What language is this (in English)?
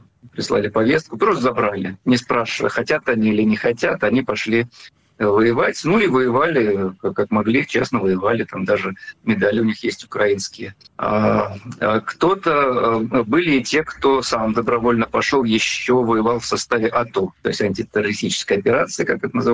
Russian